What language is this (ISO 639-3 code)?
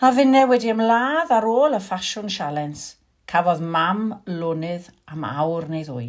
cym